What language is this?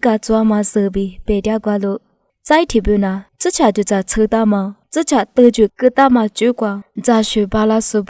Lisu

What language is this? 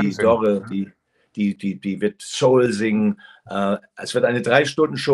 German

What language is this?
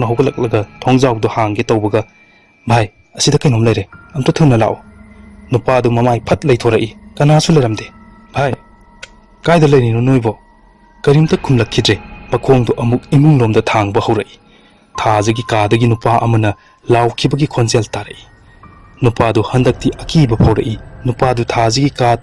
Manipuri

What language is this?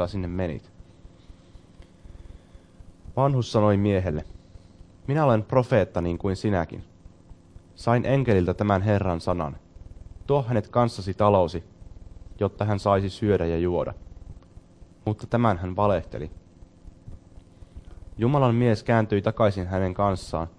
Finnish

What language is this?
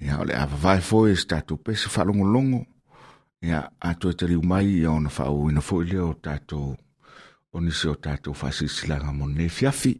Samoan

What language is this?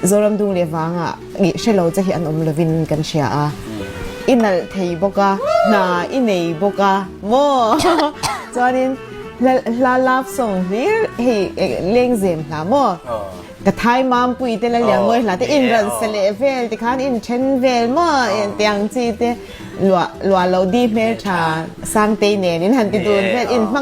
Mizo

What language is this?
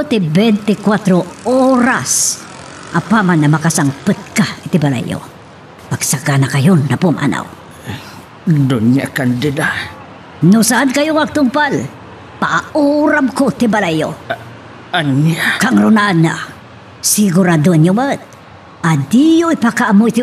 Iloko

